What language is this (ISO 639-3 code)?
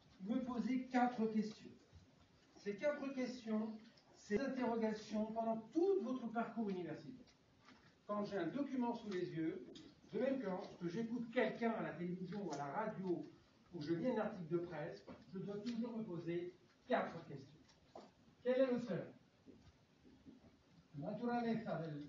fra